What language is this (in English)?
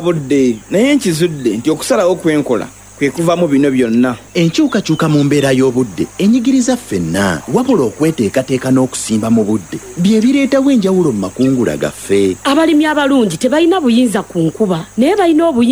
Ganda